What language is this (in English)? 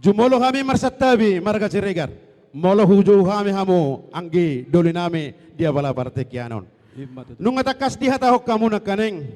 Batak Toba